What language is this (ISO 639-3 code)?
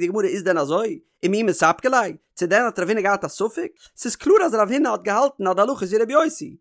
yid